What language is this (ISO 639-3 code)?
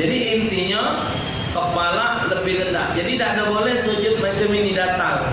mui